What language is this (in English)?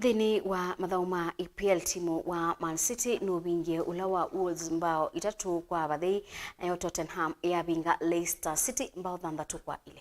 Kamba